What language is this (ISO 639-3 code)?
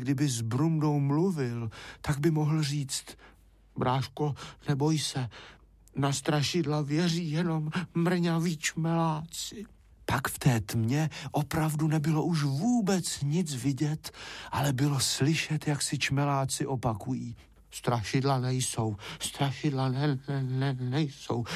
ces